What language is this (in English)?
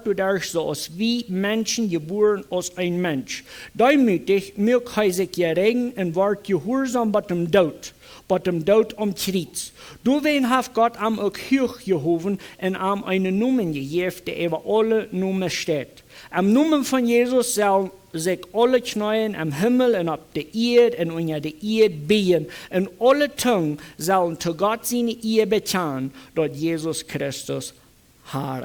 Plautdietsch